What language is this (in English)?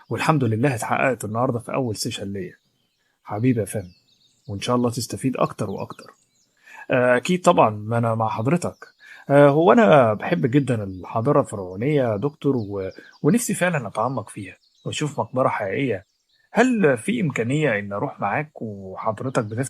Egyptian Arabic